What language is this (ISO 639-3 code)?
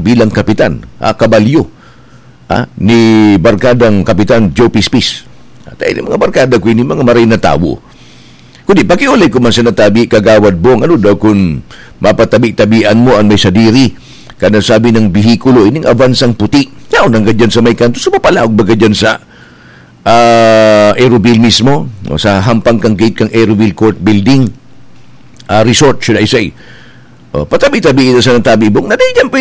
bik